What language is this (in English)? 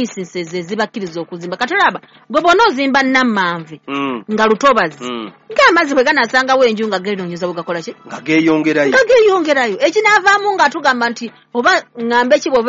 Ganda